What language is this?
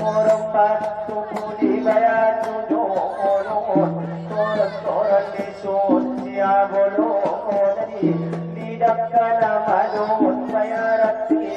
Batak Angkola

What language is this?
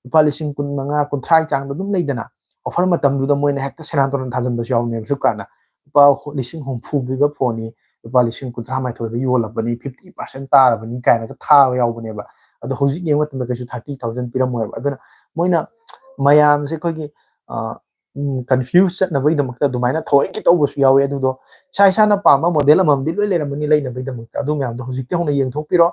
Manipuri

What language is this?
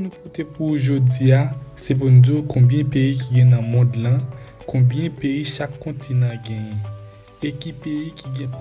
Haitian Creole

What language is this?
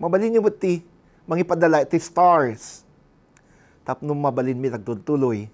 Iloko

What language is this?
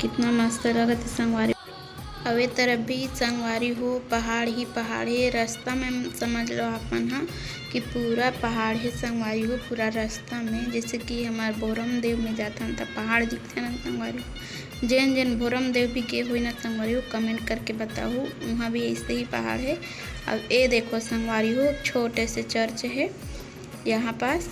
Chhattisgarhi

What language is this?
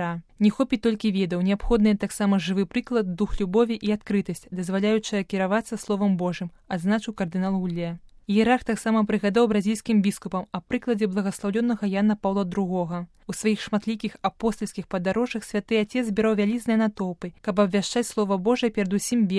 Belarusian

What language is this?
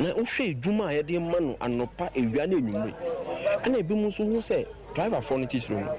Akan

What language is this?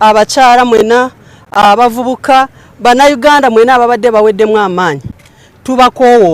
Soga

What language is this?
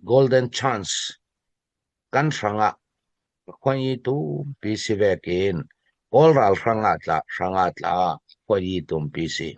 Falam Chin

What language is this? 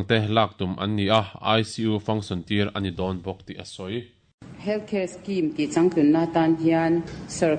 Mizo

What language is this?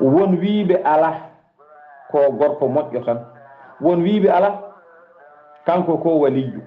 Fula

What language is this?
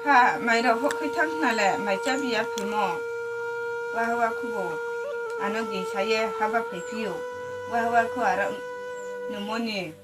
Riang (India)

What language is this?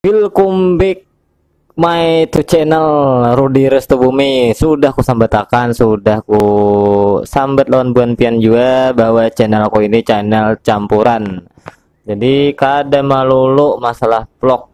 Banjar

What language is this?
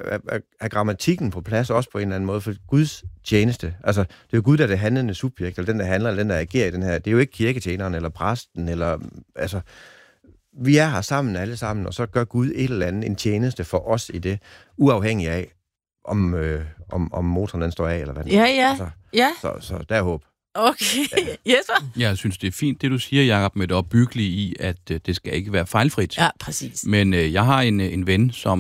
Danish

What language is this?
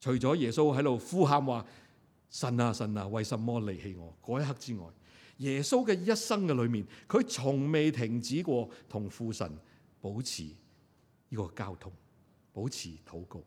Cantonese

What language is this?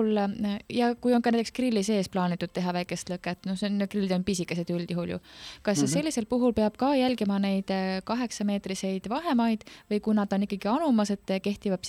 Estonian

